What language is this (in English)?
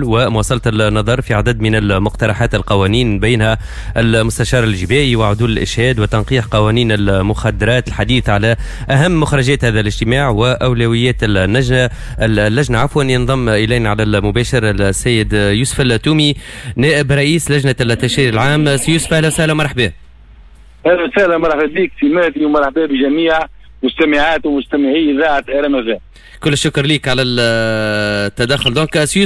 Tunisian Arabic